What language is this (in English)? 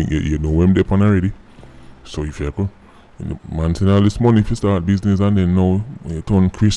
Jamaican Creole English